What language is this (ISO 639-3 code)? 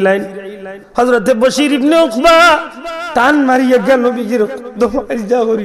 syl